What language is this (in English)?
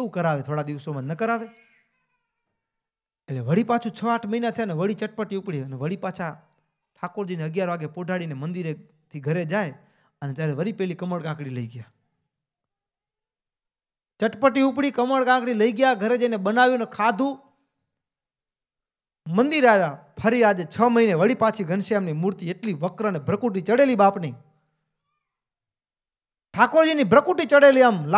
Gujarati